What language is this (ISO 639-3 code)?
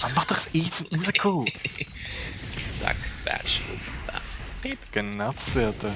gsw